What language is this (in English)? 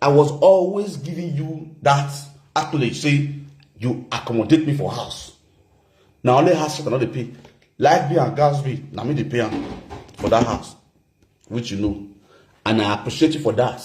Nigerian Pidgin